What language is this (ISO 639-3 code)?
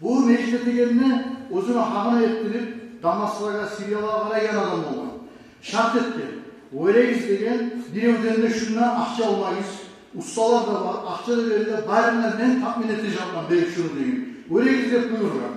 kum